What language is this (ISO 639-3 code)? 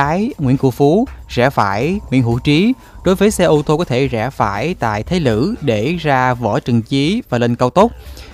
vie